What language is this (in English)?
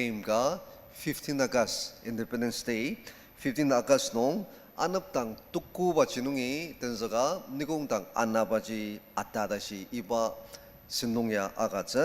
Ao Naga